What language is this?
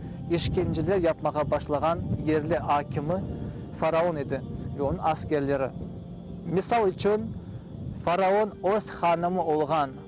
Crimean Tatar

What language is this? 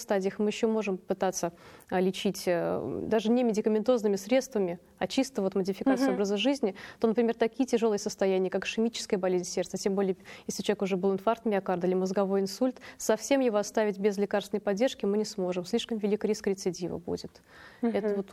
Russian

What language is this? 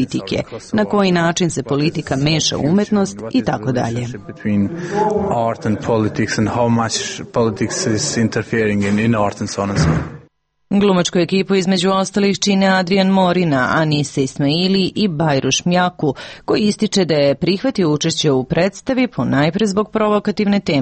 Serbian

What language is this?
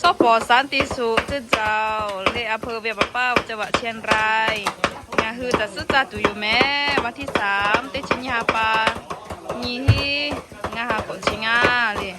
Lahu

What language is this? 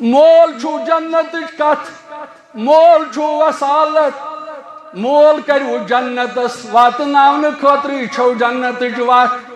Kashmiri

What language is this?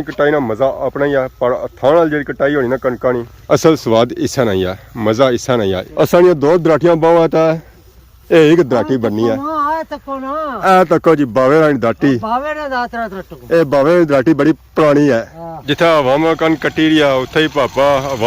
Pahari-Potwari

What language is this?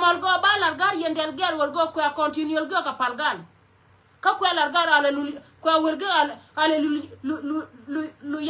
Nuer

